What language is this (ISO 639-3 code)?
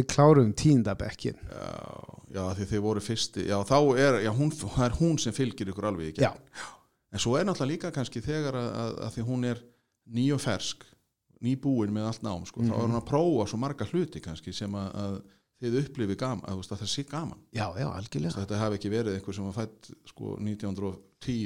isl